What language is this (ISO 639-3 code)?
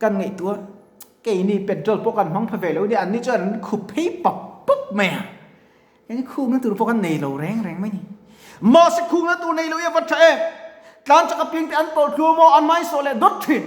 lus